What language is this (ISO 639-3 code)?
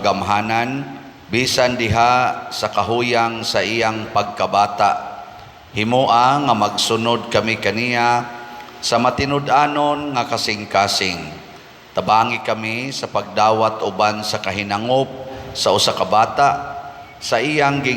ceb